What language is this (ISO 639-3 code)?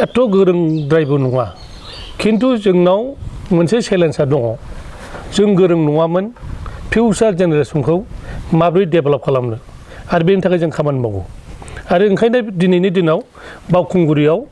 brx